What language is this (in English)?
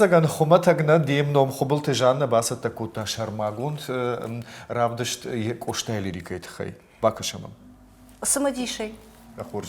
Ossetic